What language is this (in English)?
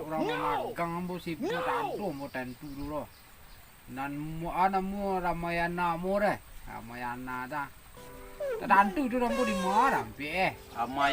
Minangkabau